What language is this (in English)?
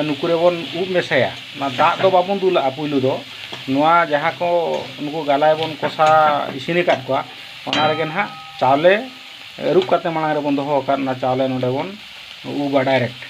Santali